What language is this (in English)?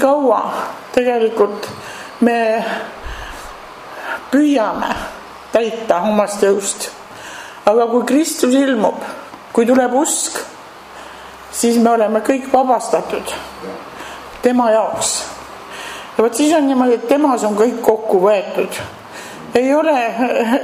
Estonian